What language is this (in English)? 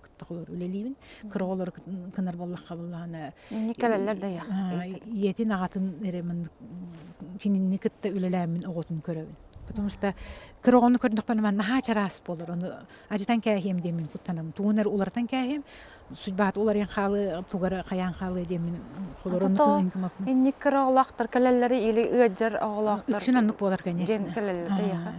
Yakut